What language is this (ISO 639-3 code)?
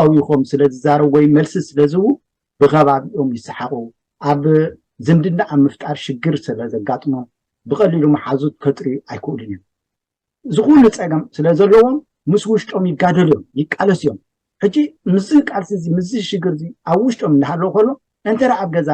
tir